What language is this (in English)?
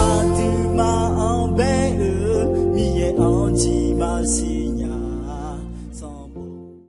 Akha